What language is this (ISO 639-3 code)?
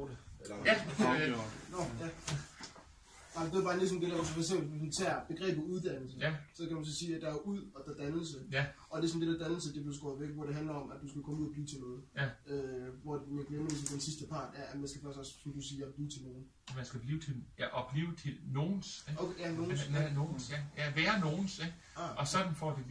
dan